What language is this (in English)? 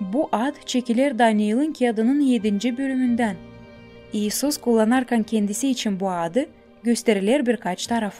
Gagauz